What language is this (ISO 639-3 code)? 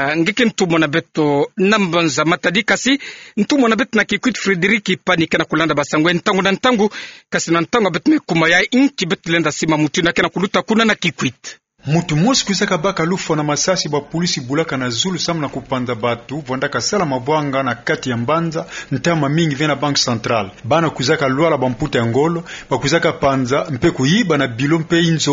ktu